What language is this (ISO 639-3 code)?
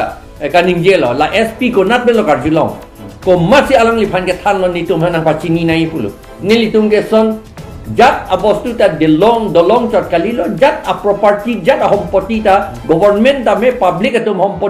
mjw